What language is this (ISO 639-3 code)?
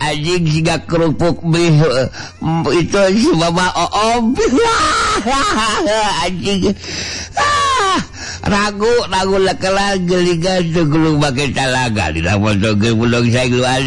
sun